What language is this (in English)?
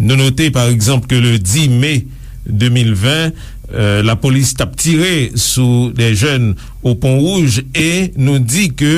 Haitian Creole